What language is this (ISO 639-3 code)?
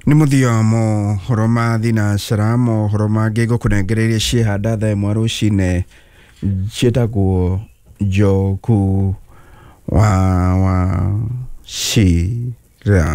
kik